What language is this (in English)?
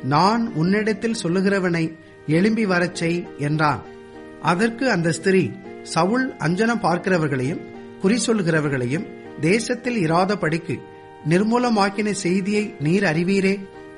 Tamil